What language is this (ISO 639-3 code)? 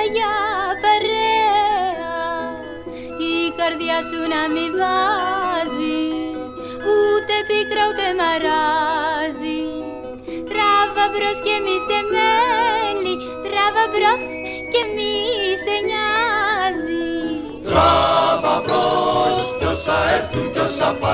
ell